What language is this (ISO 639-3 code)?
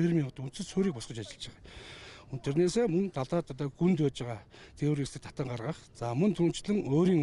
mon